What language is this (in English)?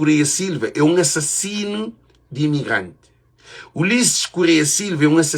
Kabuverdianu